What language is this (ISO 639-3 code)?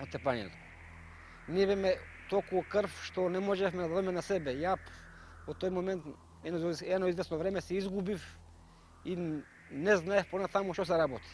mkd